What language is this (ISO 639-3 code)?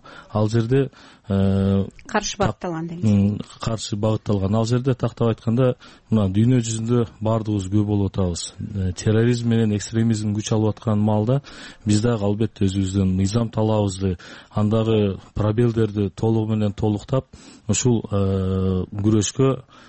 kir